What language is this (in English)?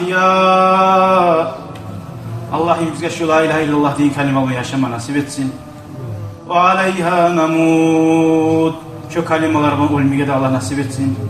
Kumyk